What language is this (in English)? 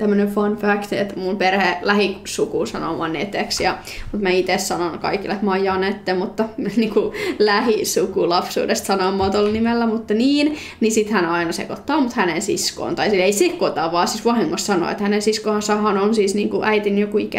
Finnish